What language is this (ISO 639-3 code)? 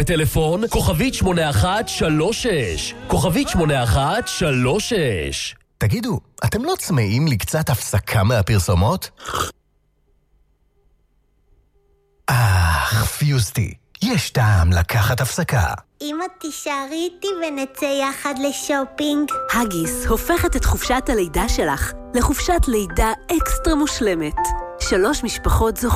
heb